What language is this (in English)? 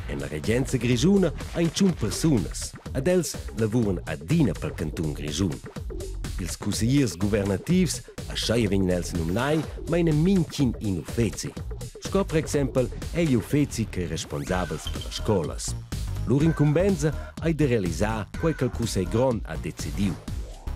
Romansh